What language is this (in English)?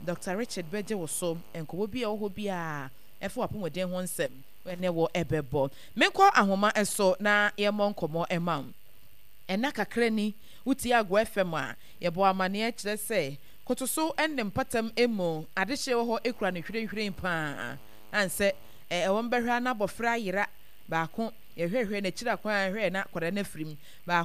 Akan